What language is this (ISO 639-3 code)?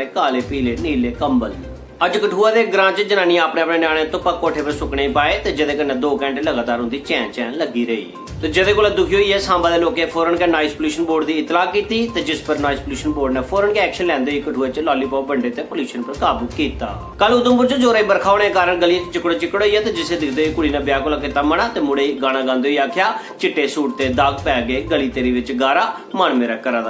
doi